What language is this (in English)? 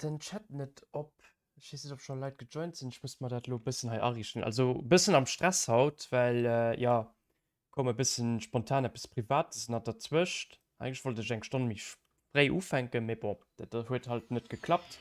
Luxembourgish